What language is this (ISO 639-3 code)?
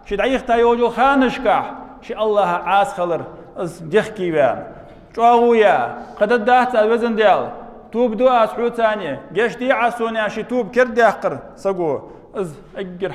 inh